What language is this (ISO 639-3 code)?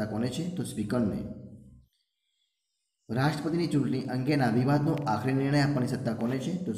guj